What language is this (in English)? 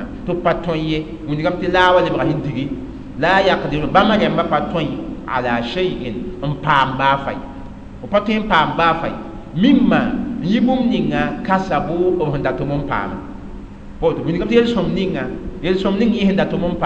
Mossi